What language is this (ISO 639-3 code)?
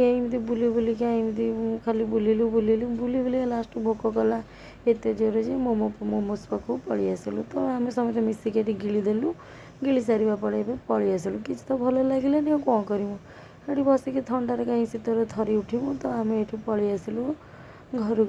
ori